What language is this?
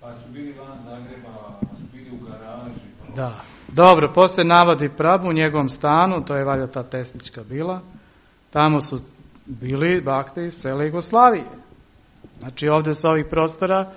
Serbian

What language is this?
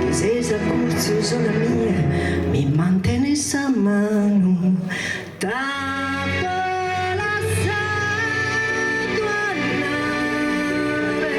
Sardinian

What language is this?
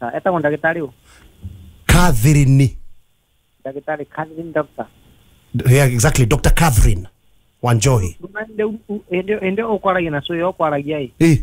Kikuyu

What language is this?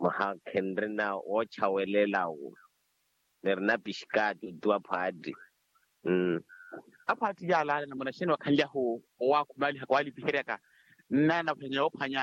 Makhuwa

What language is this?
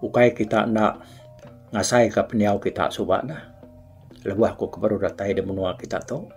Iban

